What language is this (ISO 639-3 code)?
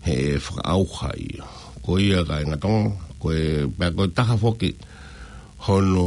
ton